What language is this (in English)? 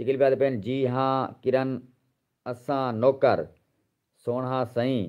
Saraiki